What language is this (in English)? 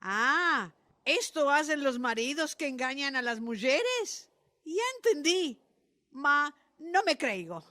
Ladino